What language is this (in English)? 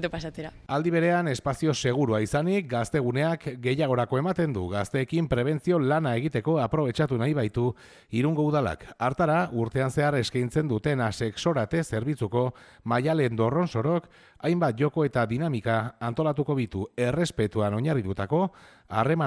Basque